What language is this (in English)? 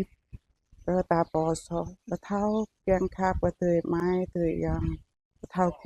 Jarai